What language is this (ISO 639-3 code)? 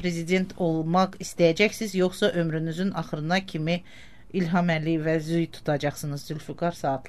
aze